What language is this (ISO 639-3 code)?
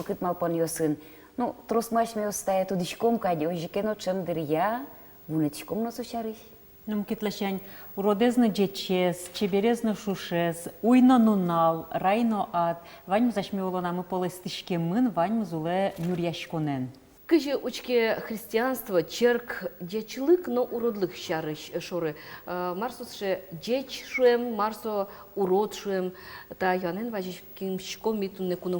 udm